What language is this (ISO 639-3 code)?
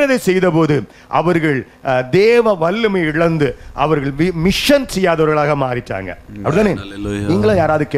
tam